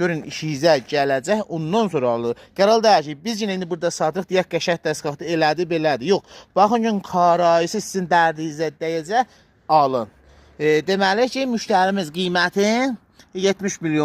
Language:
Azerbaijani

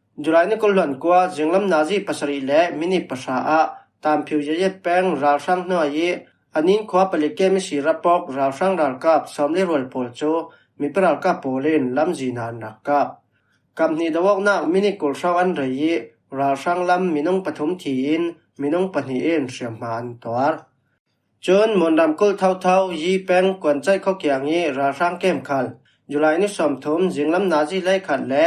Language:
Falam Chin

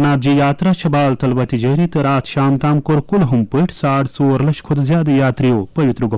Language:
Kashmiri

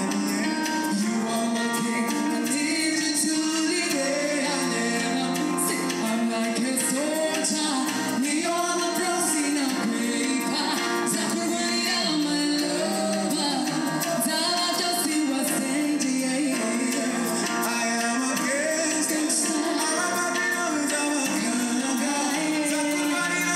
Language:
Kinyarwanda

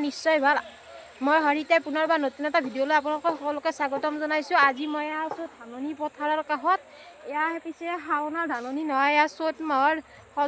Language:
Assamese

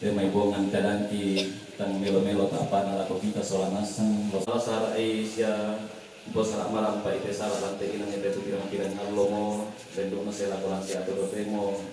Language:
Toraja-Sa'dan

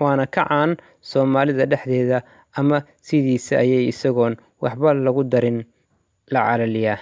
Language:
Somali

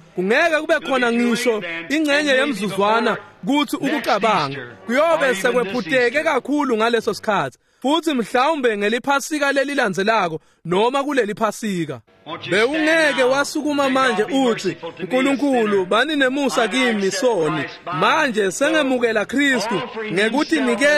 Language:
Swati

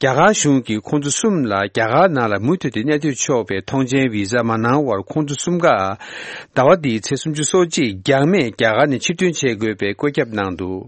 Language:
Tibetan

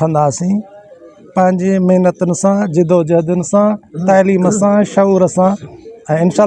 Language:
Sindhi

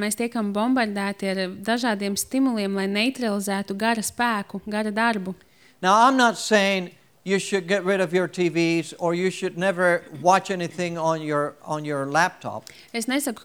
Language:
Latvian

